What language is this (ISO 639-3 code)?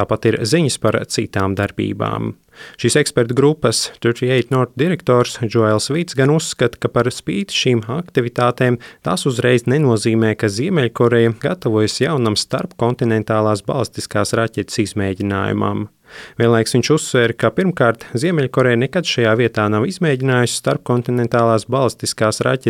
lav